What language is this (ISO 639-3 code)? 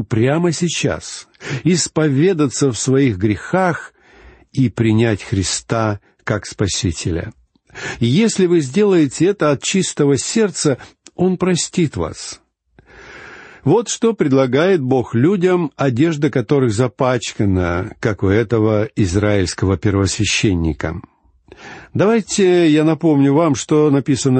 rus